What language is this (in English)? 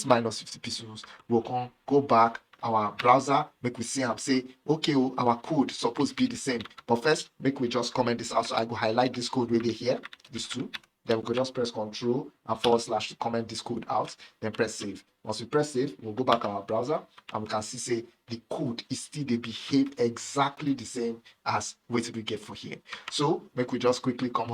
Nigerian Pidgin